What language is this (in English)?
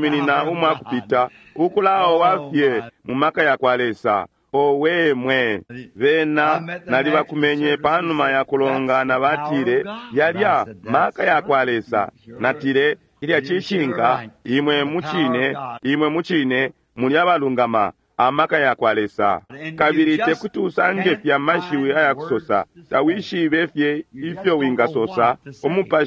Bemba